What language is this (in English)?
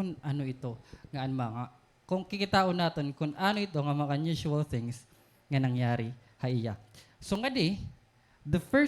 Waray